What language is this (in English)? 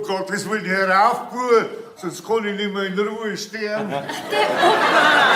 Bavarian